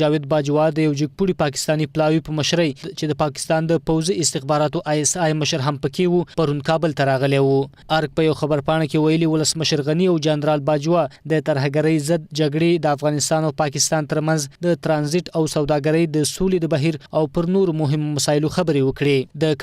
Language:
Pashto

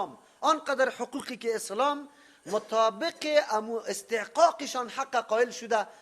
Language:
Persian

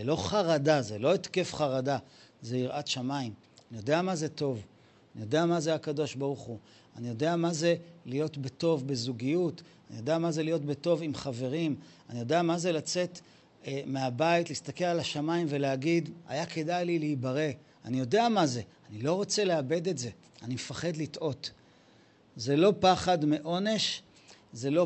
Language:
Hebrew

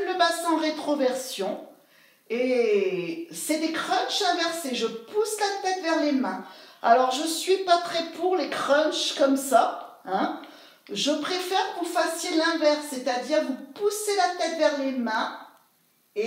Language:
French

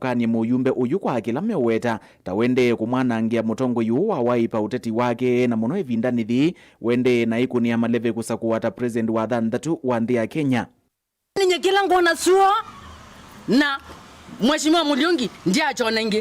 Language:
Kamba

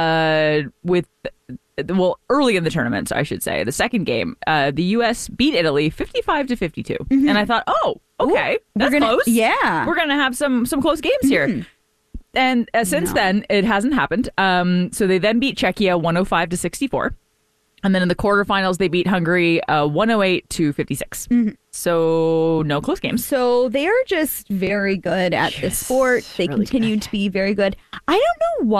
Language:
English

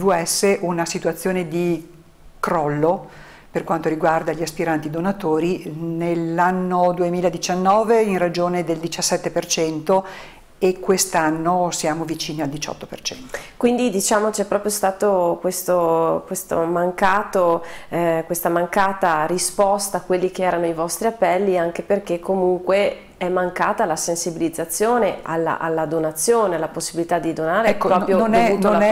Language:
Italian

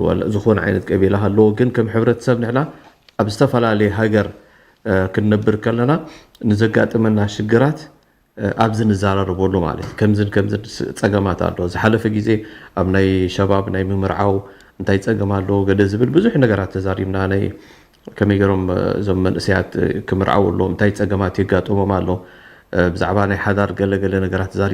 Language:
Tigrinya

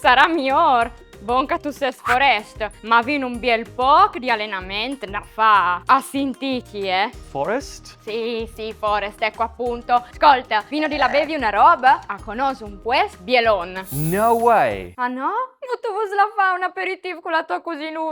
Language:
Friulian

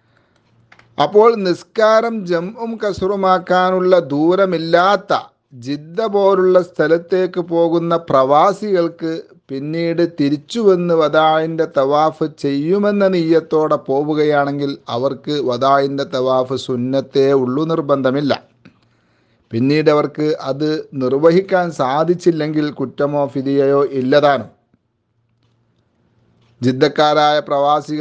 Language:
Malayalam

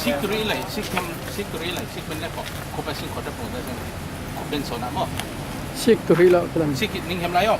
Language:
Falam Chin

